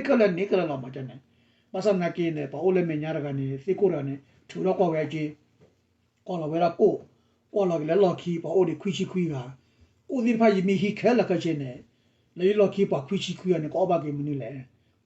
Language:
S'gaw Karen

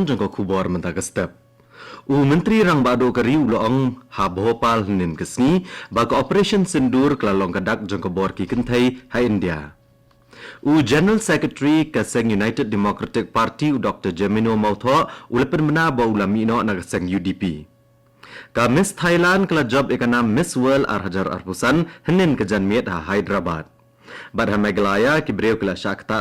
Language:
Khasi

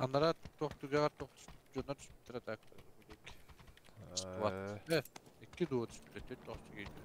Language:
Yakut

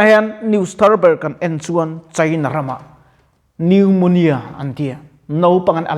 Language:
Mizo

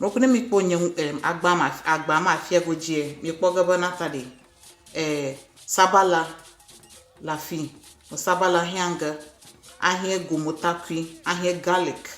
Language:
Ewe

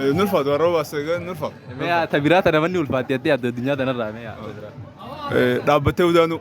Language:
Oromo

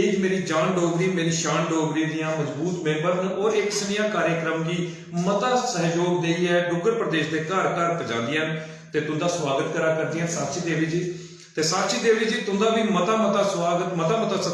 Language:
Dogri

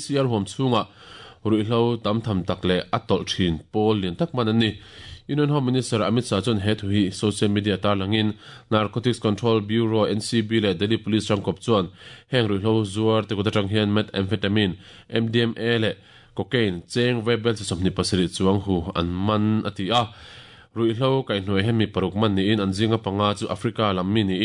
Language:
Mizo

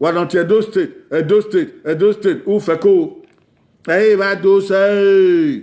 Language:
Bini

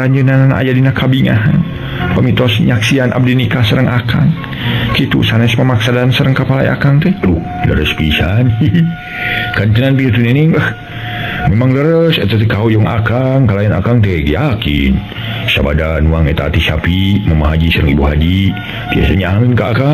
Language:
Sundanese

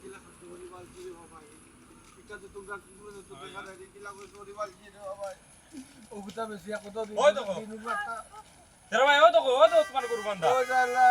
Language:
Sylheti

